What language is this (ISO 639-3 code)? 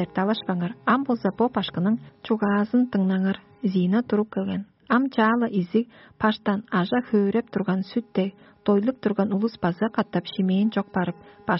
tyv